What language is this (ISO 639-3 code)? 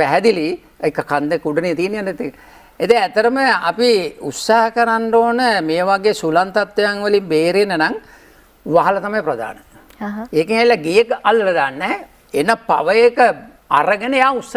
sin